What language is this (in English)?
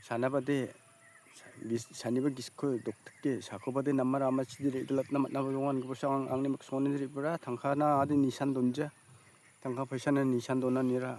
Garo